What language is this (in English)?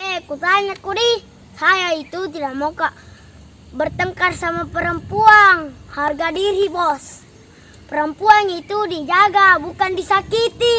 Makassar Malay